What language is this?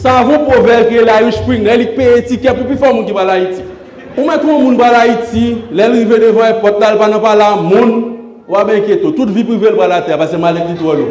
Haitian Creole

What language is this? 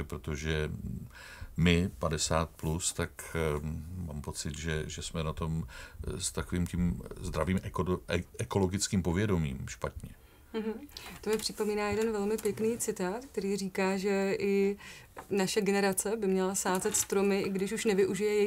Czech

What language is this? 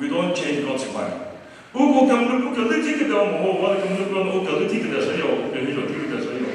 Chokri Naga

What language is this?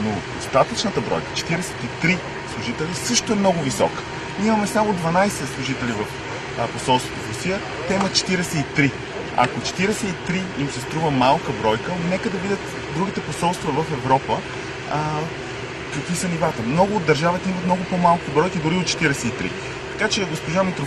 Bulgarian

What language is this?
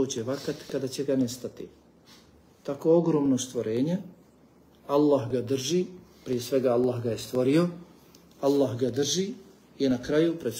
Bosnian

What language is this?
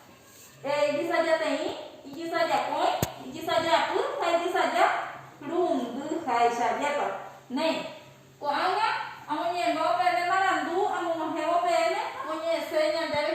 Guarani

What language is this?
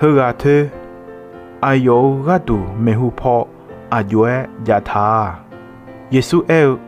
Akha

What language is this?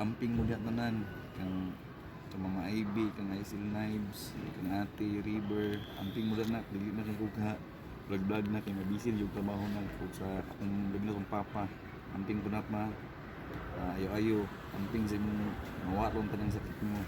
Cebuano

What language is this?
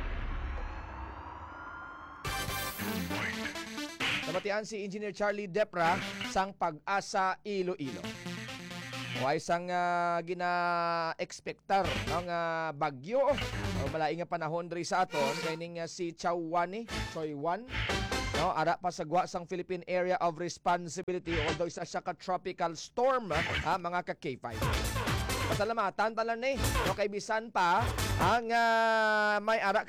Hiligaynon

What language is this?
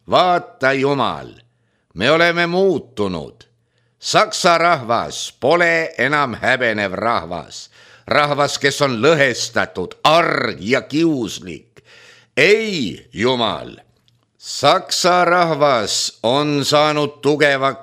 Estonian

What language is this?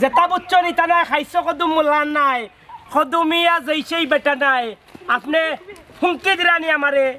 Sylheti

